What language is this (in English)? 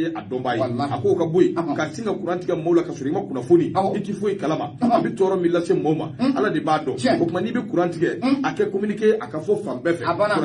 Bambara